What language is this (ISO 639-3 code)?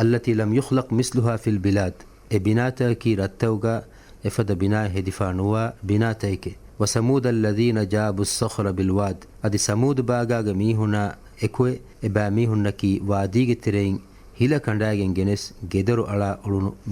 div